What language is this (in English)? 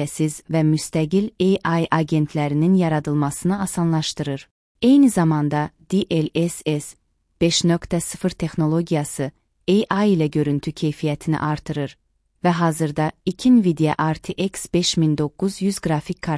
Azerbaijani